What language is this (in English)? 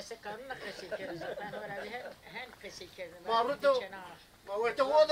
Zaza